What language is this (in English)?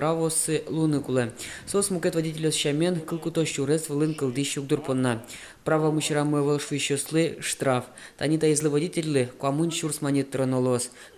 Udmurt